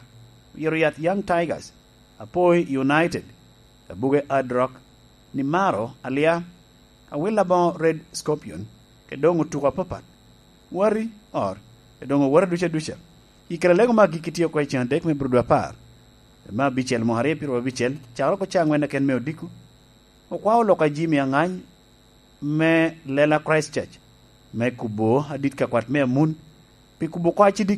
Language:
Lango (Uganda)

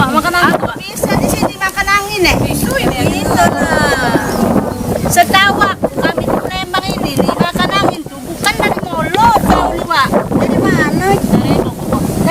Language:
Musi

